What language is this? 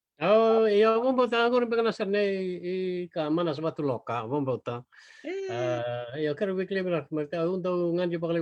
Fijian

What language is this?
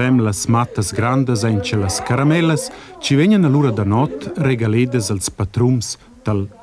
Romansh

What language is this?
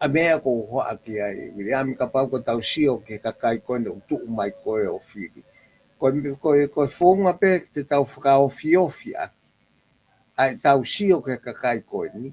Tongan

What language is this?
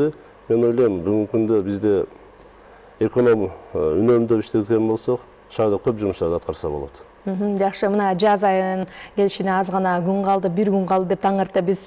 Kyrgyz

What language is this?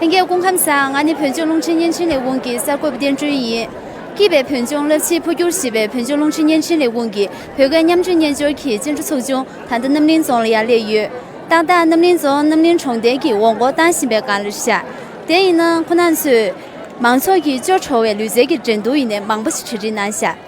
Tibetan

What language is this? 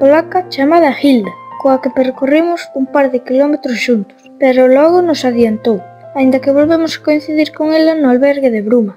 Galician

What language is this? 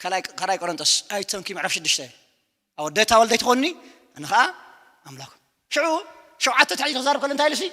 Tigrinya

